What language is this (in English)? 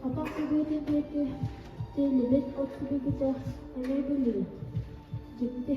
Yakut